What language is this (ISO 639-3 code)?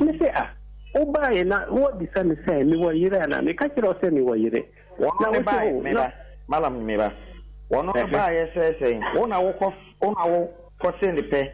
aka